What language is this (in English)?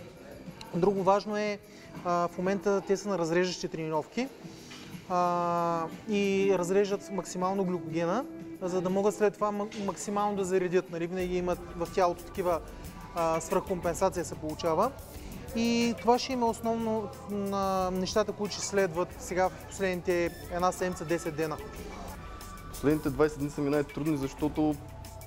Bulgarian